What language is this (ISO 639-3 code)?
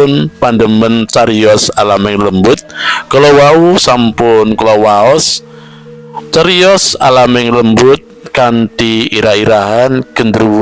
jav